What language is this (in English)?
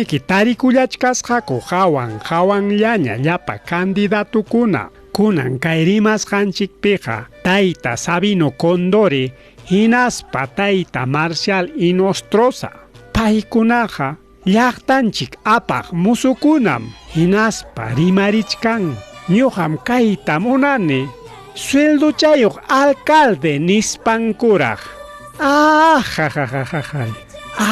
Ayacucho Quechua